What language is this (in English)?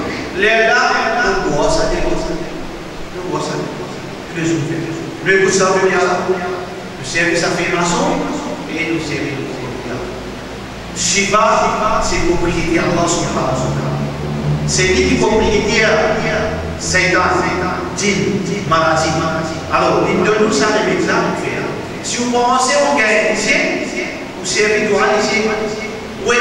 Morisyen